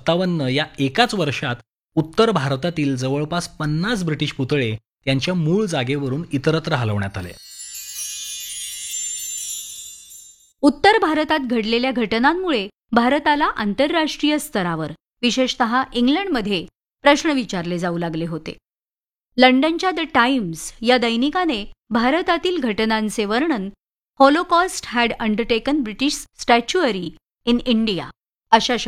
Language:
Marathi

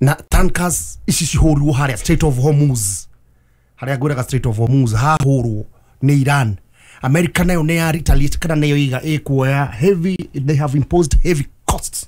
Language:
Kikuyu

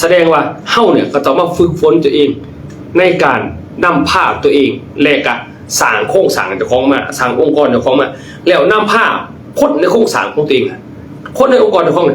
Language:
Lao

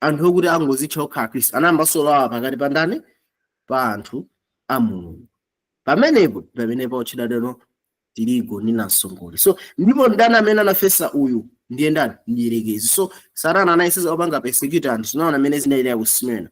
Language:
Nyanja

